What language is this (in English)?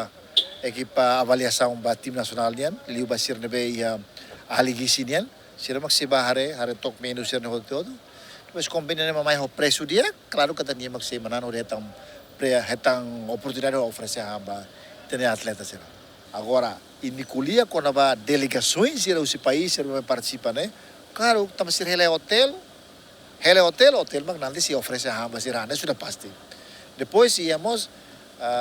Tetum